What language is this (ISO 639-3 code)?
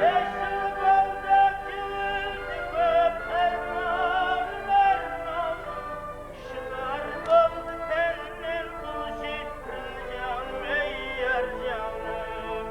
kaa